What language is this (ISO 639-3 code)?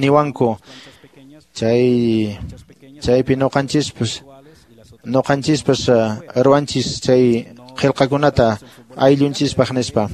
que